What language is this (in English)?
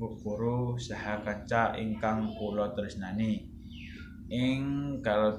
Javanese